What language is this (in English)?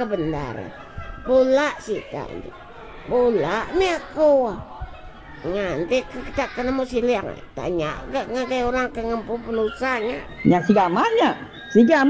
Iban